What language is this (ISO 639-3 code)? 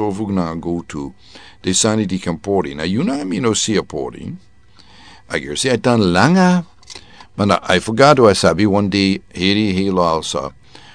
srn